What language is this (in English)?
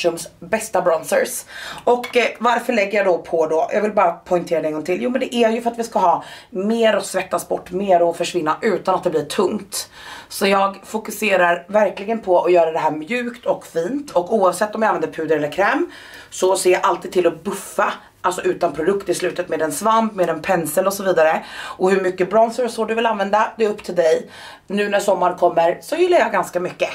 Swedish